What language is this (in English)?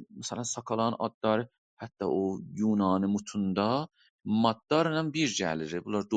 South Azerbaijani